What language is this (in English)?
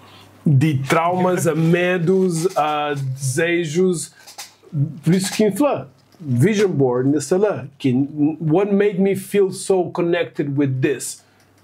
Kabuverdianu